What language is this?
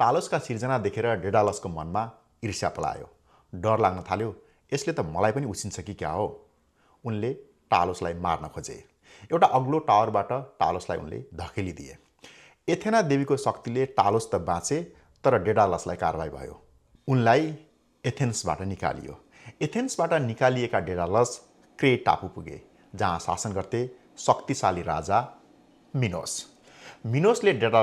Nepali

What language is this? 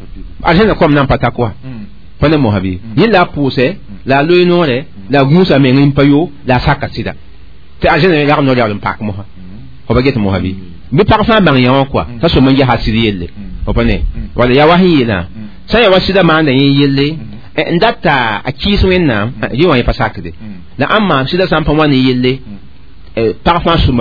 Mossi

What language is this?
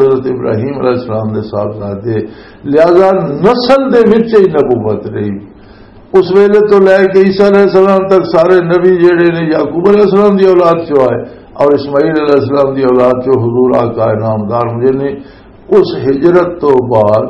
Western Panjabi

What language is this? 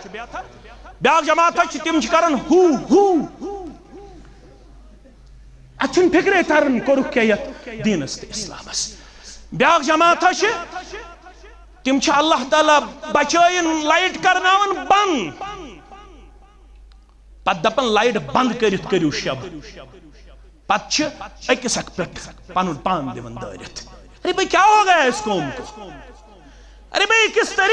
Kashmiri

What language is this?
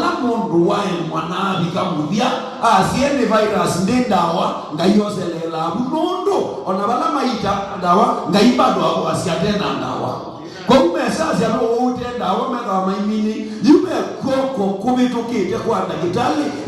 Kamba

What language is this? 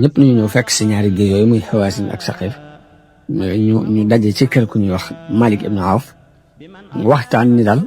Wolof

